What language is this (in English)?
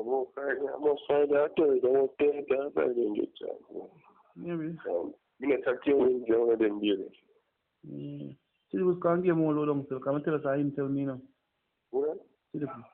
Jamaican Creole English